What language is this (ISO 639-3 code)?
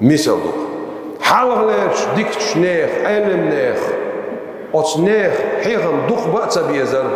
che